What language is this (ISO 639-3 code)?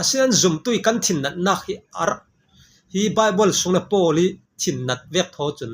cfm